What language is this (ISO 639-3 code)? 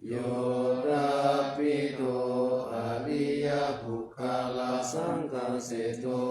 pli